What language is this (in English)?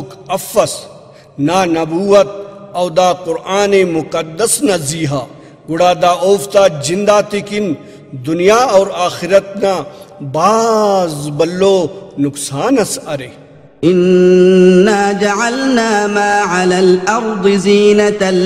Brahui